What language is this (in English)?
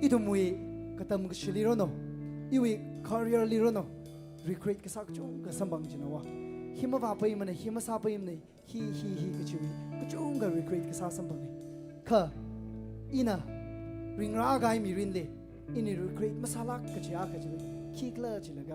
Tangkhul Naga (India)